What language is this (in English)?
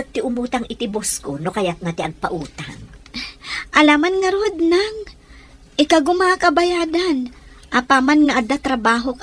Iloko